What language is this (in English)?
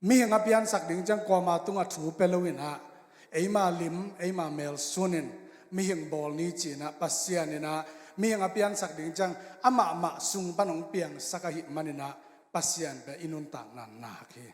Tedim Chin